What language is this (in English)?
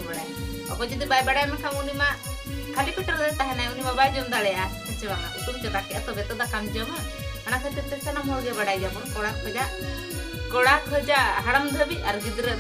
Santali